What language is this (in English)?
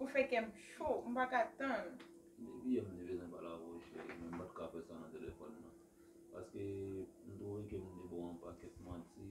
Haitian Creole